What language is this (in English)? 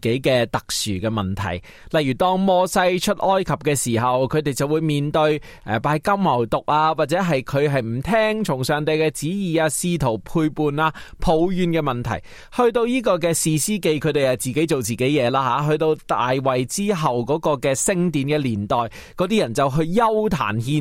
Cantonese